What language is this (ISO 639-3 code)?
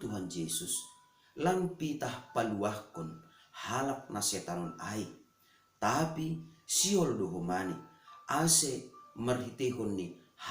bts